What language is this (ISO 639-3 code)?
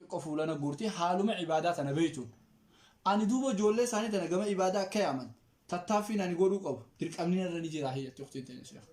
orm